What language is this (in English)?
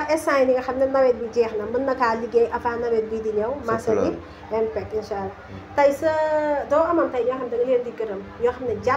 Wolof